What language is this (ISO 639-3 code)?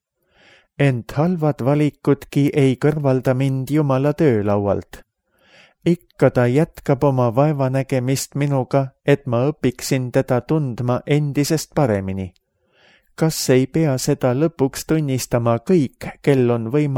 est